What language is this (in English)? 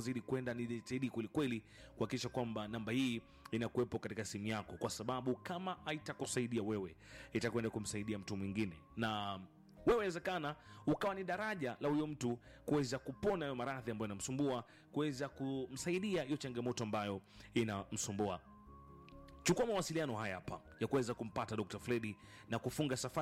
Swahili